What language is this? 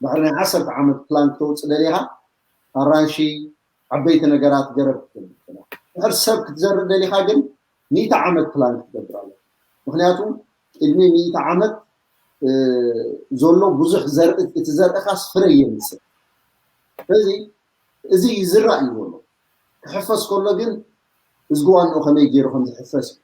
Tigrinya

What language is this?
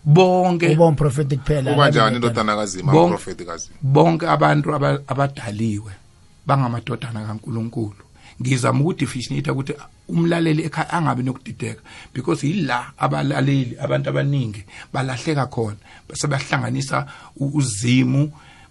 South Ndebele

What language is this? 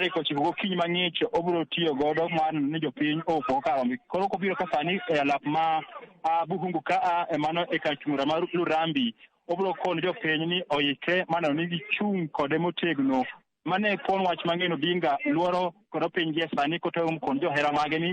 Luo (Kenya and Tanzania)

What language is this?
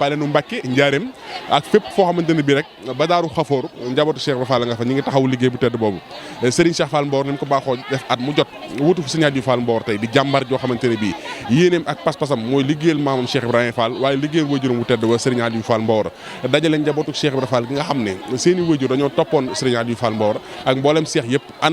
Wolof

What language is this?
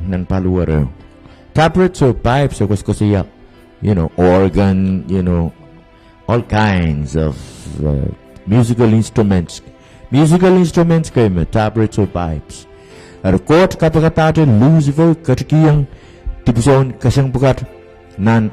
Pohnpeian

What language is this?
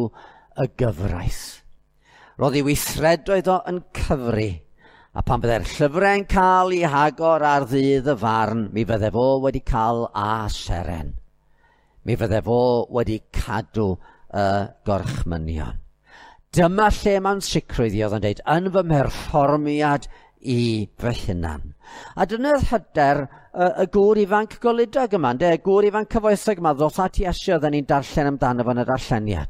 Welsh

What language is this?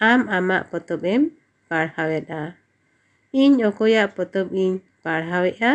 Santali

